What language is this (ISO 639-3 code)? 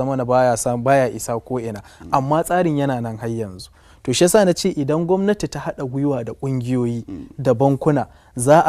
hau